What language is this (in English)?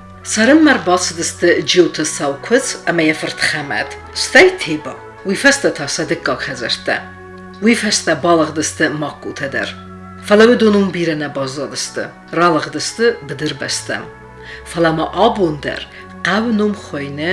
Ossetic